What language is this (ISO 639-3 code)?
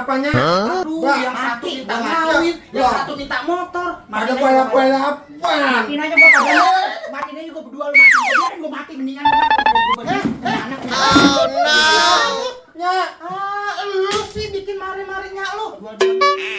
bew